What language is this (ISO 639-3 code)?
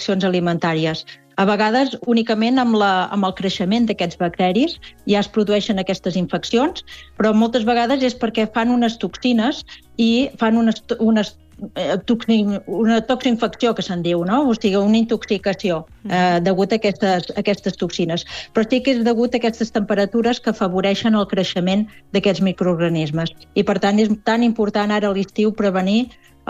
cat